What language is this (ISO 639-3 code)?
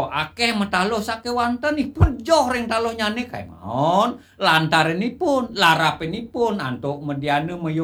ban